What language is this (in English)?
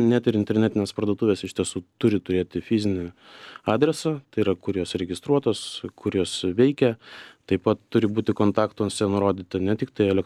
Lithuanian